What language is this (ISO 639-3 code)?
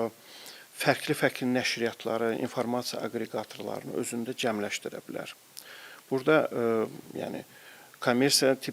aze